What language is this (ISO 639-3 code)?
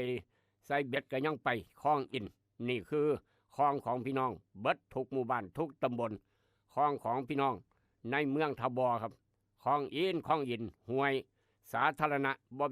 tts